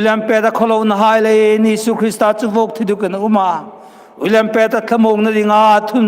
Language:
Hmar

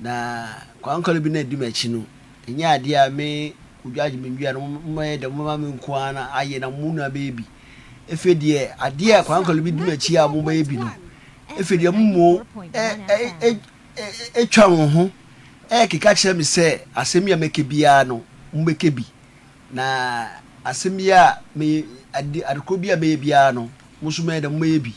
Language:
Akan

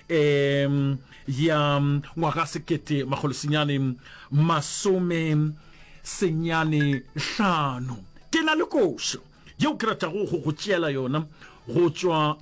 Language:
Northern Sotho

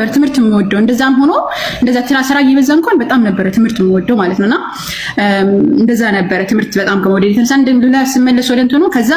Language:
Amharic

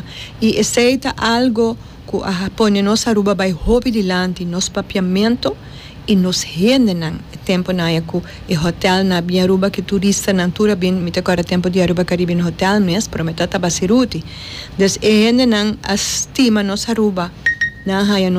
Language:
Papiamento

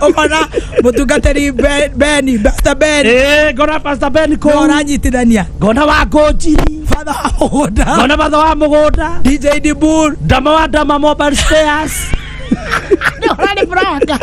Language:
Kikuyu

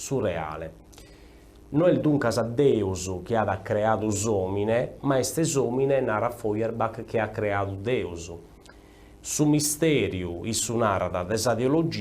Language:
Sardinian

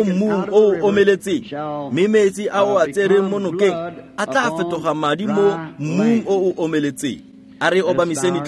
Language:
Tswana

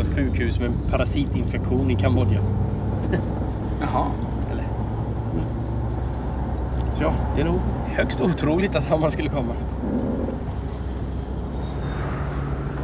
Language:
Swedish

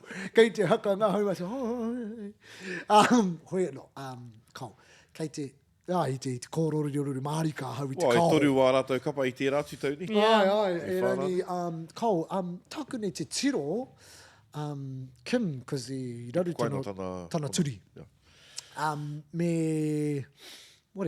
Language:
Māori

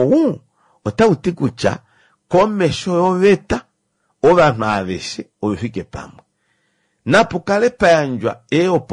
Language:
Kuanyama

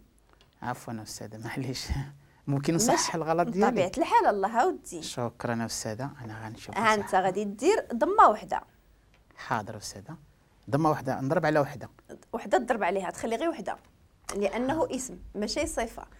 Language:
Moroccan Arabic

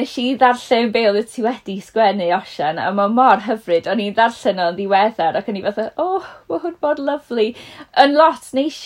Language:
Welsh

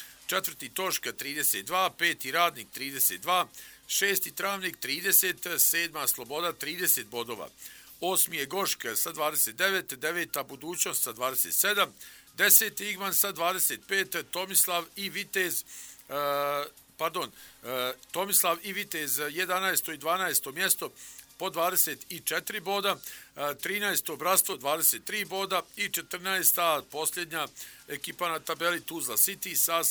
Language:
Bosnian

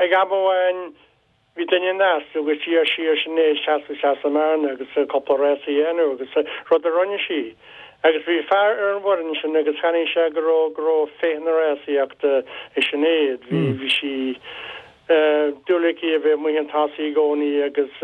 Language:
Irish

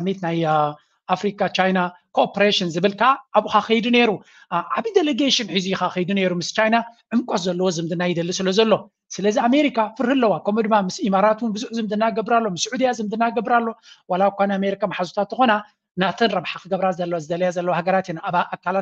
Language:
Tigrinya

